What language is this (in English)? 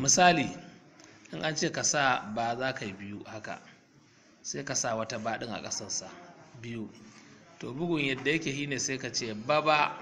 Hausa